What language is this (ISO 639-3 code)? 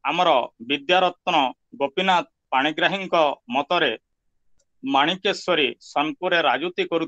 ori